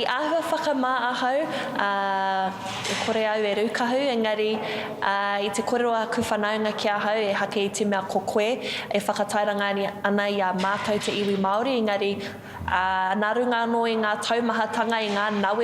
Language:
Māori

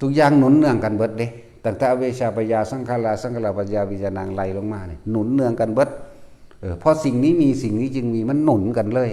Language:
Northeastern Thai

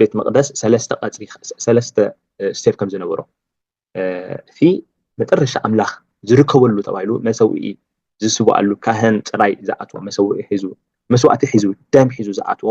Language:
Tigrinya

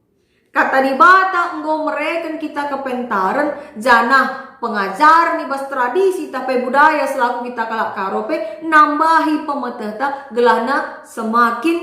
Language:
Batak Karo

